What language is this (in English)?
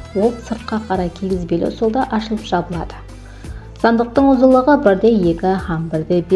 Kara-Kalpak